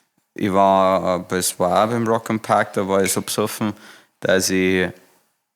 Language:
Bavarian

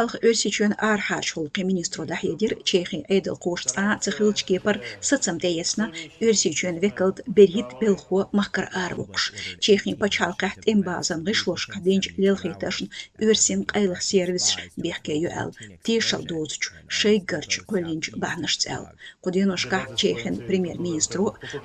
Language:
Chechen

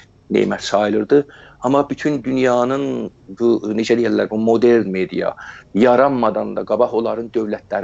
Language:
South Azerbaijani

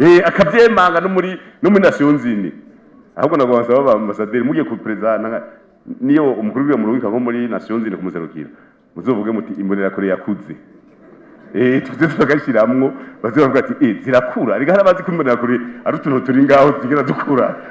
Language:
Rundi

